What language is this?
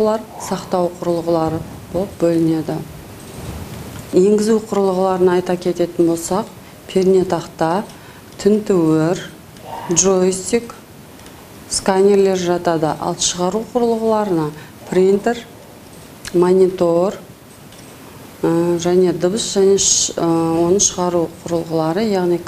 Kazakh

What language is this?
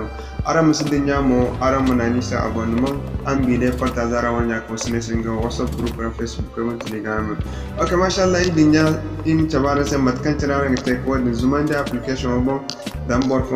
Zarma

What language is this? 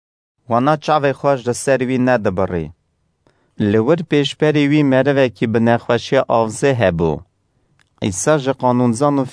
Kurdish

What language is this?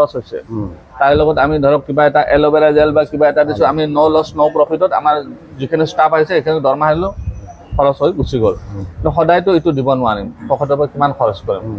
Assamese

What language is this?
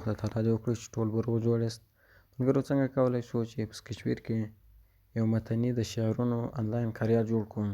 Pashto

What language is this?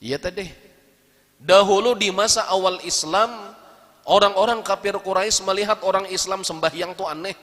Banjar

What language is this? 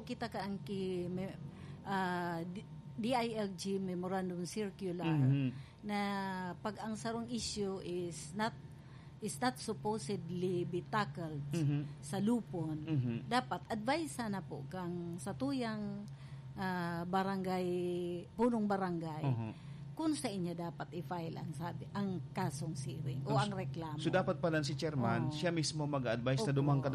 Bikol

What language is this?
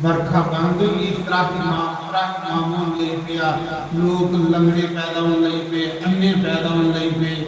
Dogri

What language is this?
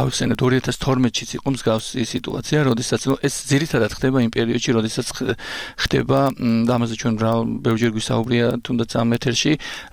Georgian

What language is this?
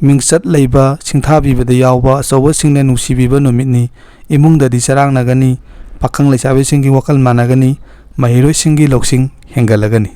Manipuri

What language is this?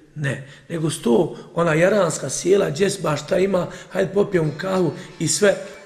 Bosnian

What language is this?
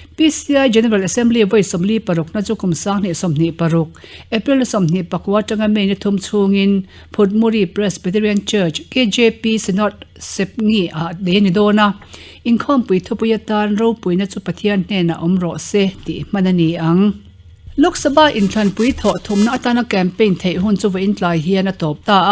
Mizo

